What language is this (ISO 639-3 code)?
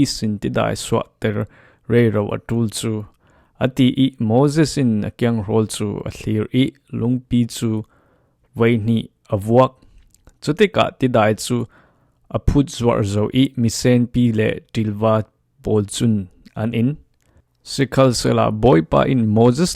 cfm